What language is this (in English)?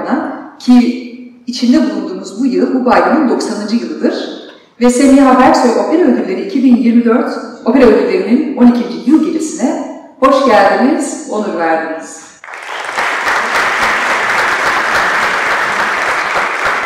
Turkish